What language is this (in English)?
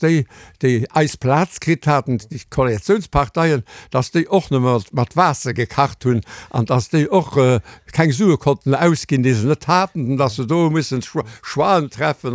Luxembourgish